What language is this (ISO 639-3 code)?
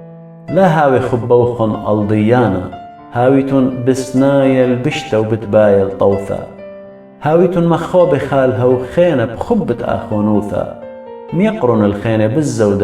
aii